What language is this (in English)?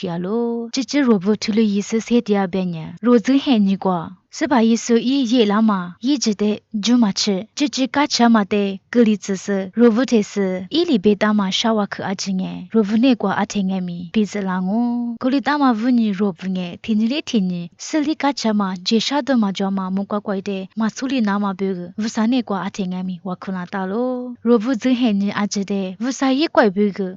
Lisu